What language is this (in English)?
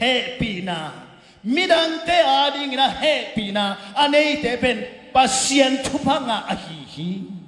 Tedim Chin